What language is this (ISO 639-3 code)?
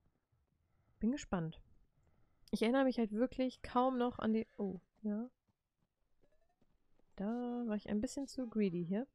deu